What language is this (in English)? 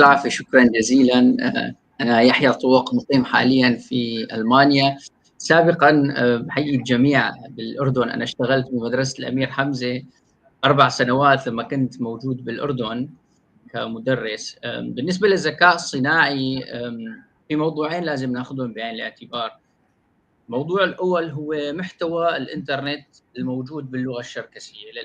North Levantine Arabic